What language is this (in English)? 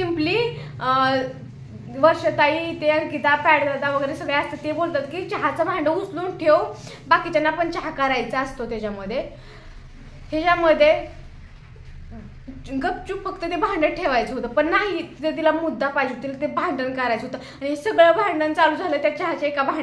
Marathi